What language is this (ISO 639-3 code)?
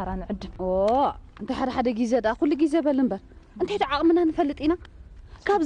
tir